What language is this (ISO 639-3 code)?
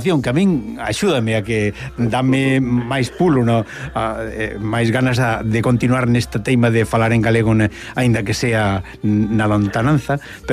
glg